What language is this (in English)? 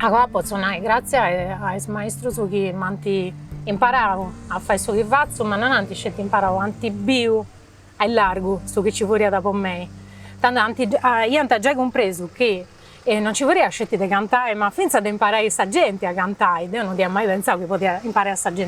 Sardinian